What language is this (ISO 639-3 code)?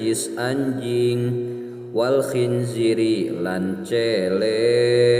sun